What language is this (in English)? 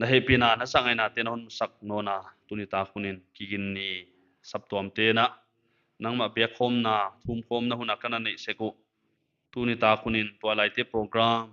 Paite Chin